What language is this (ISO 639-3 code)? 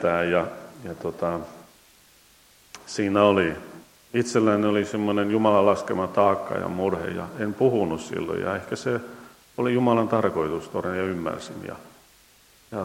fin